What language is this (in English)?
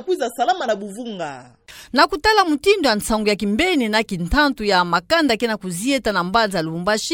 Kituba (Democratic Republic of Congo)